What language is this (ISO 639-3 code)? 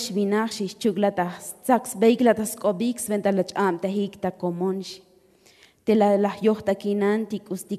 tzo